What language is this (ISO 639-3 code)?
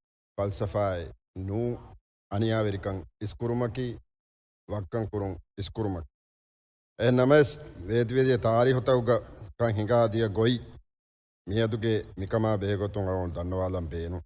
div